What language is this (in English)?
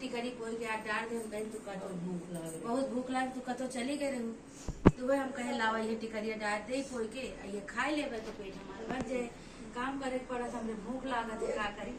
Awadhi